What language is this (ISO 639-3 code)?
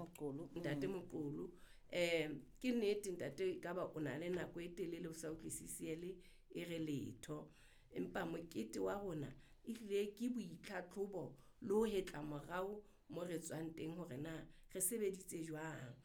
sot